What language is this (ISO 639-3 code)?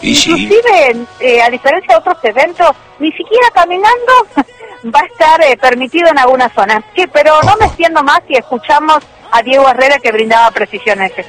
spa